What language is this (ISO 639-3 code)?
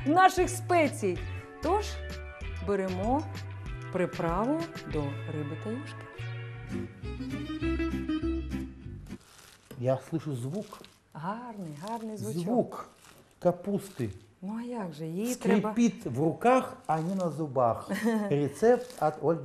ukr